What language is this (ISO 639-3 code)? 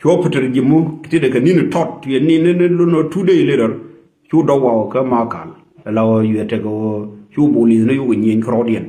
nus